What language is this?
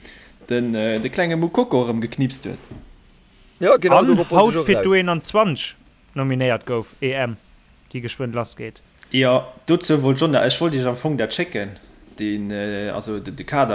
Luxembourgish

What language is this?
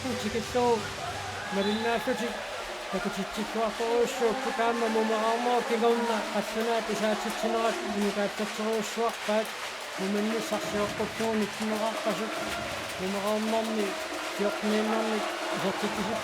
Kalaallisut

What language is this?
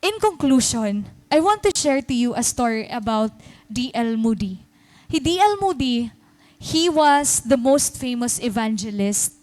Waray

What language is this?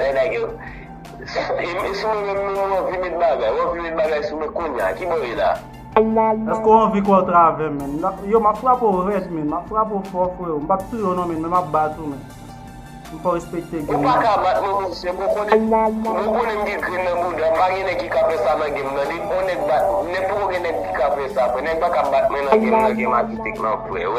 Haitian Creole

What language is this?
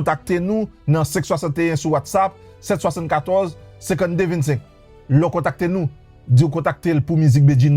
Haitian Creole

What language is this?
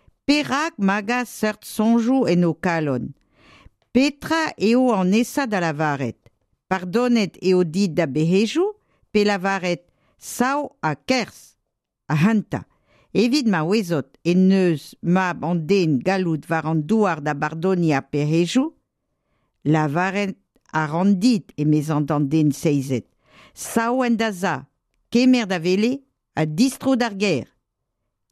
Breton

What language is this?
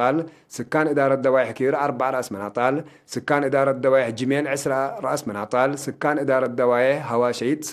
Tigre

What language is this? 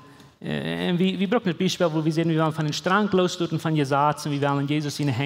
Plautdietsch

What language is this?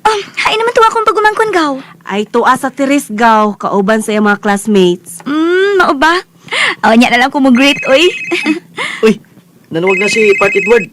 Cebuano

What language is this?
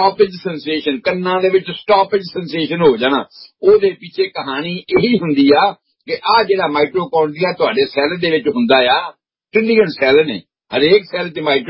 Punjabi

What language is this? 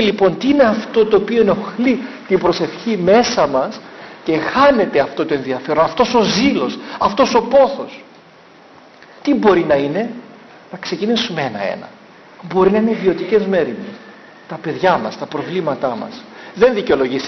Greek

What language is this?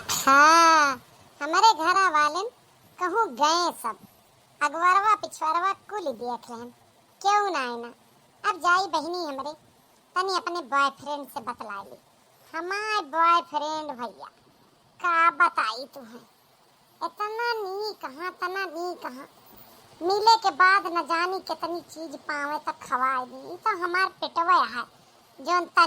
Awadhi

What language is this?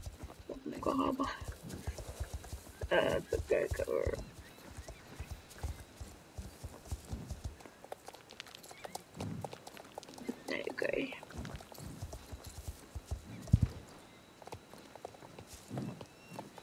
Dutch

